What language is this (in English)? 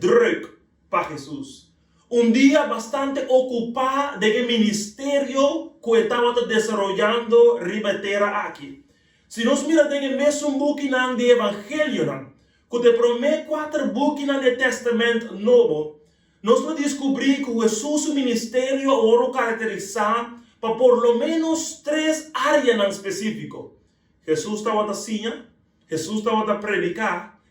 Papiamento